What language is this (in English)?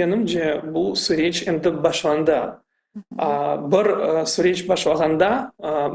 Crimean Tatar